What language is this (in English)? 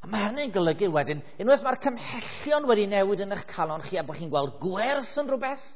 Welsh